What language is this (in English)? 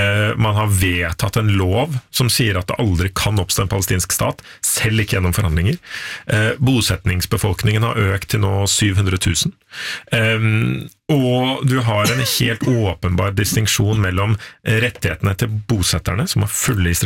Norwegian